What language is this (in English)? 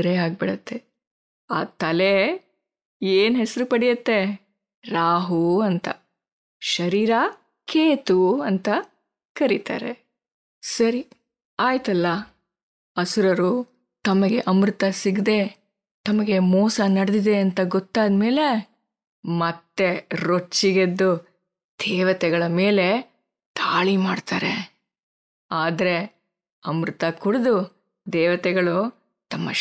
Kannada